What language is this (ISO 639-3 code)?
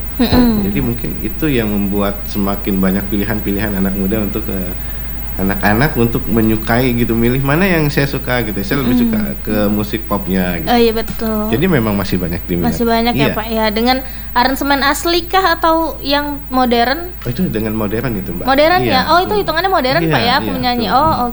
ind